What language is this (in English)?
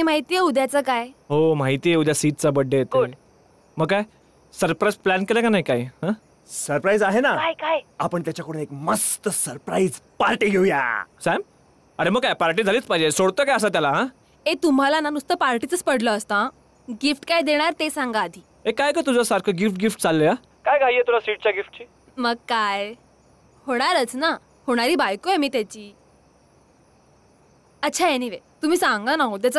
Marathi